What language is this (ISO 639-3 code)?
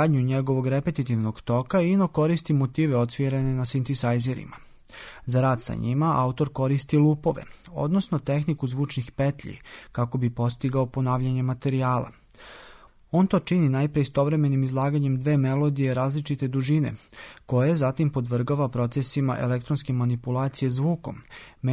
srp